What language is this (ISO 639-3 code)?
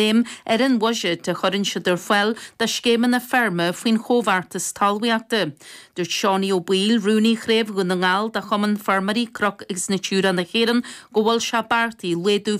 gle